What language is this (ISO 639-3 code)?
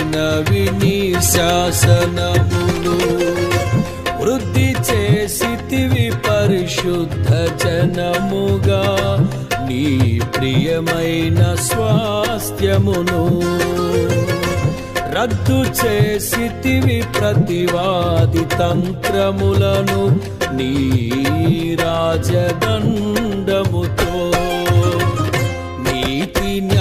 tel